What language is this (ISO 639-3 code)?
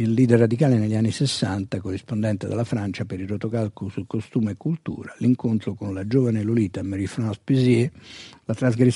ita